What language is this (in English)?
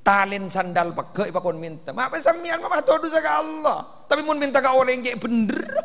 Madurese